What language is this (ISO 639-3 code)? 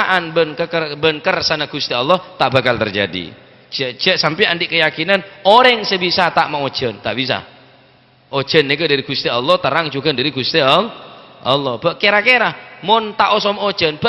mad